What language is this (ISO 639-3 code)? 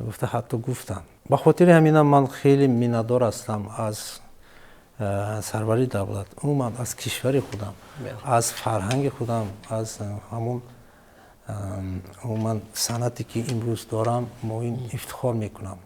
tgk